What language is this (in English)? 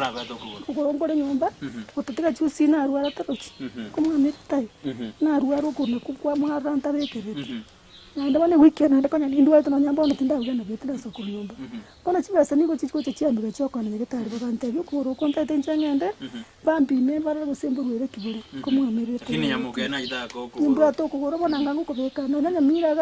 Gusii